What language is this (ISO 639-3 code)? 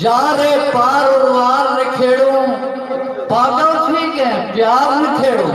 skr